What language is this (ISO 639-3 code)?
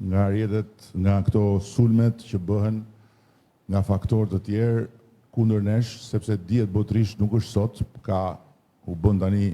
sqi